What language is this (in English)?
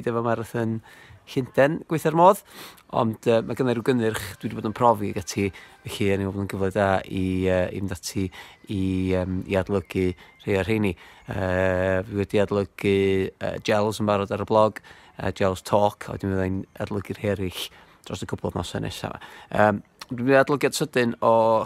Welsh